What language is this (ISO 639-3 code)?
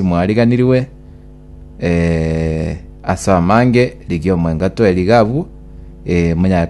guz